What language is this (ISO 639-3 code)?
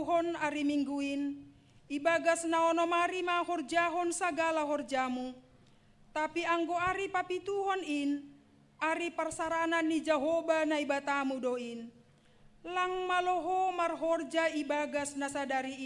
bts